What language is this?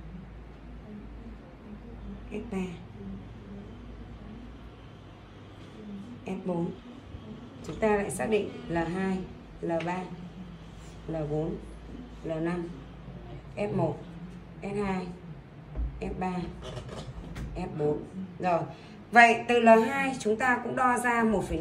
Vietnamese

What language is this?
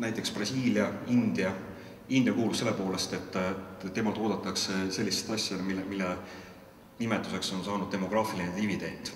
Estonian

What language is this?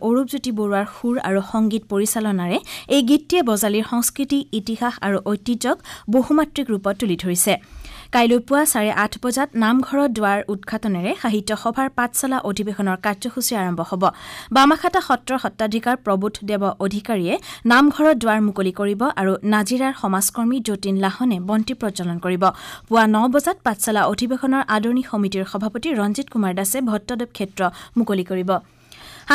Assamese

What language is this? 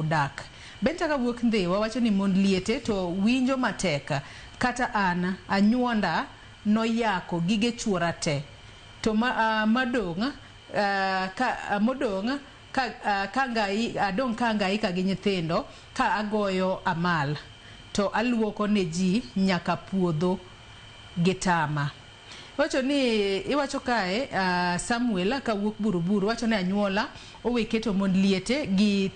Luo (Kenya and Tanzania)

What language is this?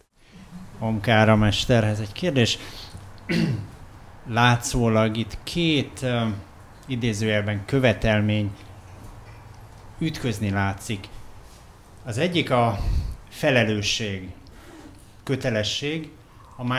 Hungarian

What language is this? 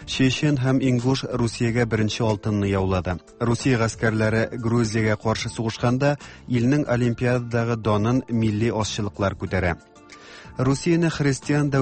Tatar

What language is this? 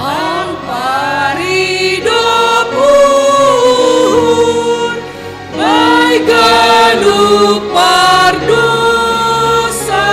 Batak Simalungun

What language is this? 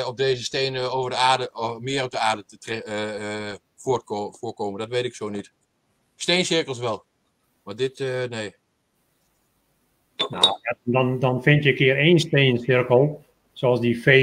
Dutch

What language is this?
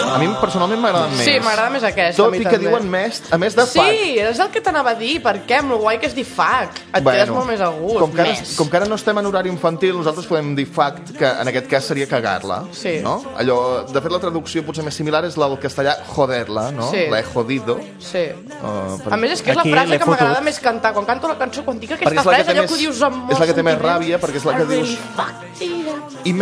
Catalan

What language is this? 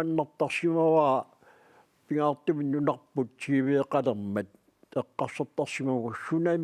Kalaallisut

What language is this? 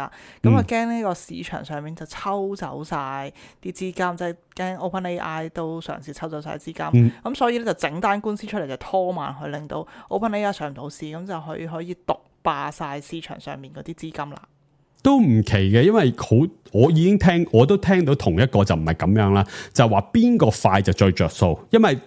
Cantonese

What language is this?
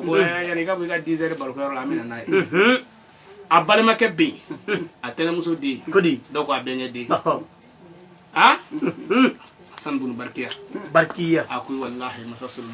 Bambara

